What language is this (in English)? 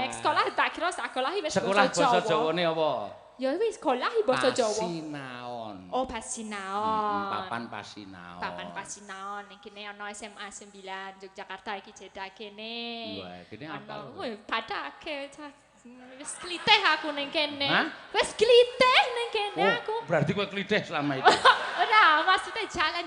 Javanese